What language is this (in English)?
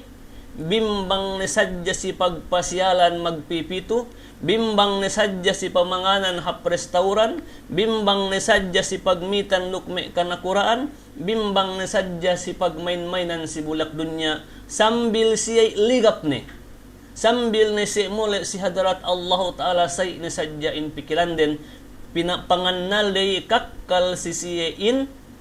Yakan